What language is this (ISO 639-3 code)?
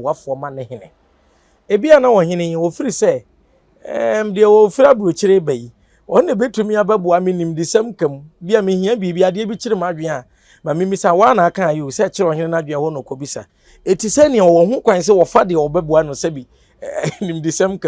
aka